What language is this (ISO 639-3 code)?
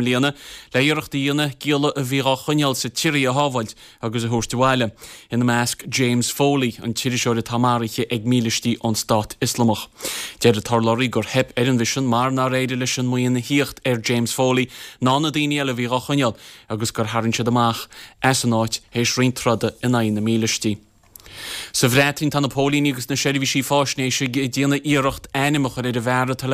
gle